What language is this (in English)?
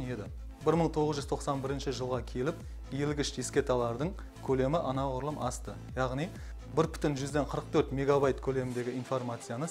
Kara-Kalpak